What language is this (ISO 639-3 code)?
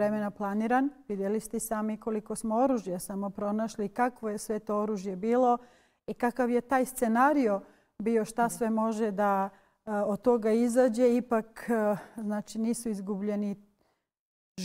bos